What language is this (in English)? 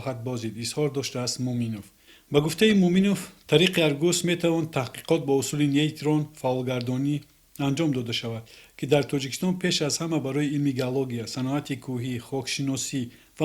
Tajik